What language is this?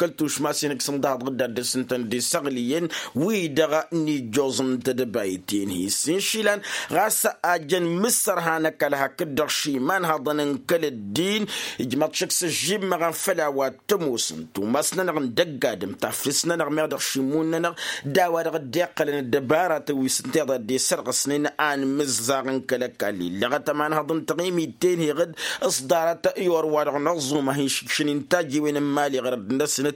Tamasheq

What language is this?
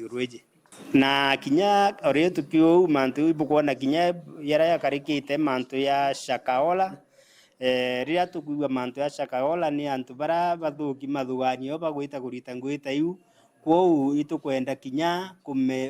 Meru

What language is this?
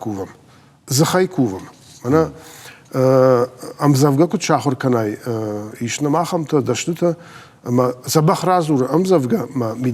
Ossetic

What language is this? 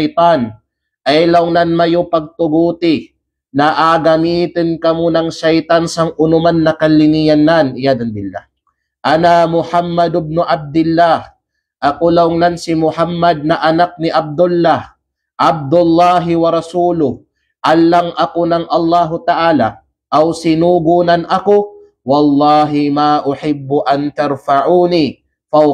Kalagan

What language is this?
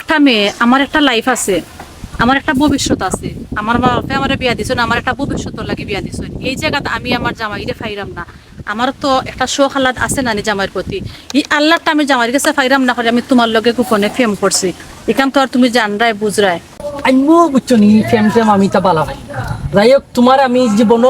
Sylheti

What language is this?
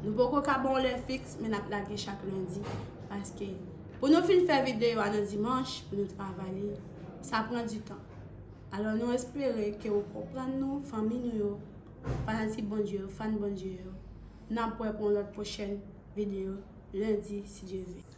Haitian Creole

